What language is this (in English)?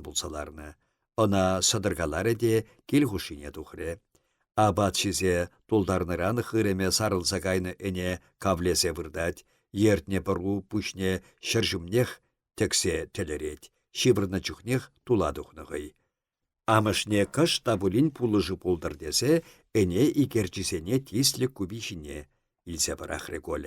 Chuvash